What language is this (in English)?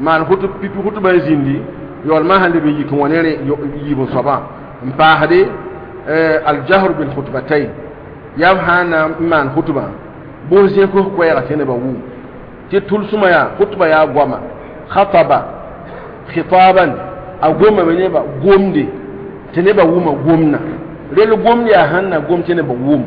Mossi